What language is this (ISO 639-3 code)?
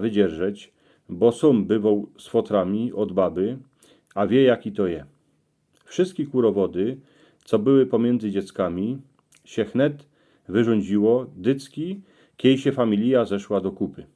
szl